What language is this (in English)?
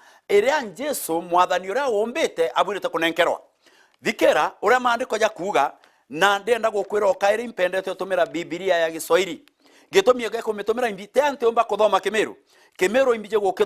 Meru